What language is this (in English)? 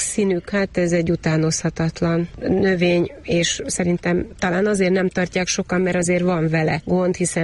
Hungarian